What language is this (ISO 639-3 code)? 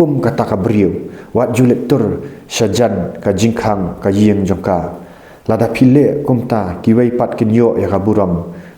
kha